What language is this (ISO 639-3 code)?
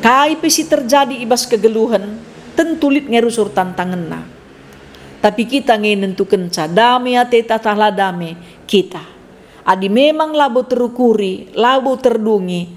btx